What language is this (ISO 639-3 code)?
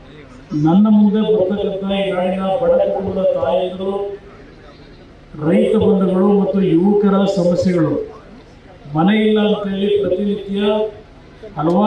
kan